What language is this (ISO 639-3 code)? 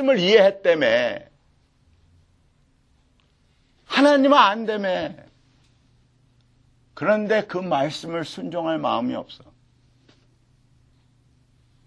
kor